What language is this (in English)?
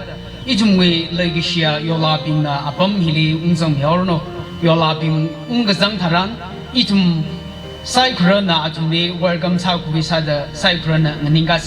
Tangkhul Naga (India)